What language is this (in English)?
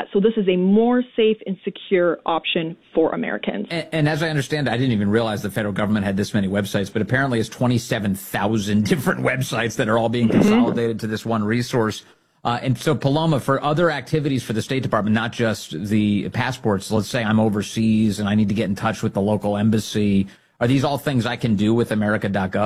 English